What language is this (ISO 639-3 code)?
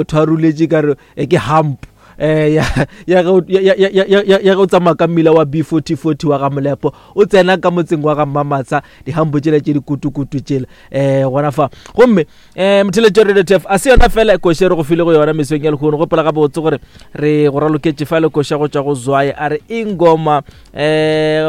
nso